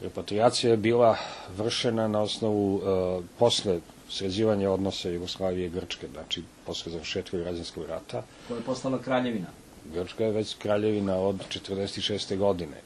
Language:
Serbian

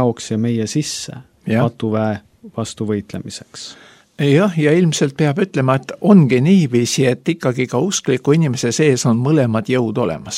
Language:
Estonian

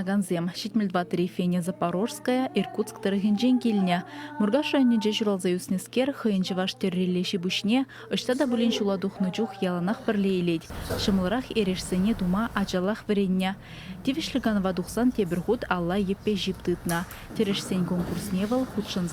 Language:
Chuvash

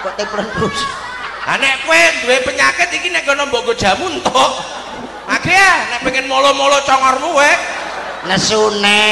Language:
Javanese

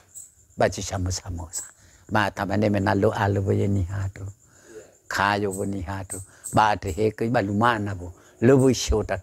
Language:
Nias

